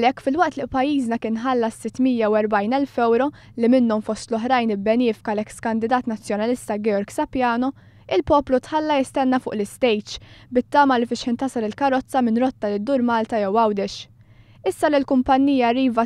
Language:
Maltese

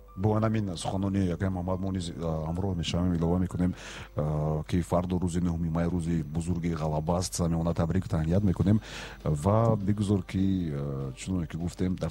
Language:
Tajik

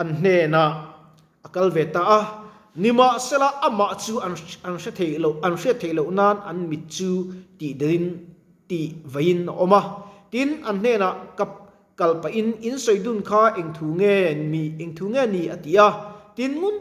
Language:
Mizo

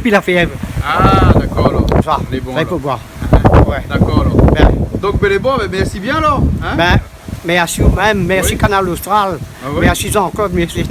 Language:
Réunion Creole French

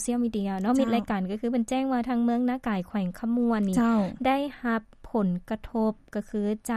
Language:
Lao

